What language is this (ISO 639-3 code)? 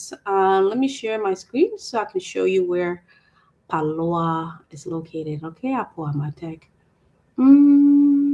ach